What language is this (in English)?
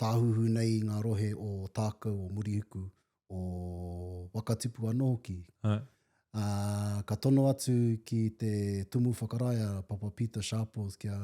Māori